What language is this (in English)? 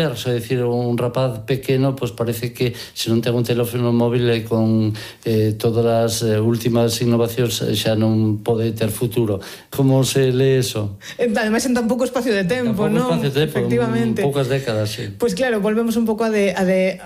Galician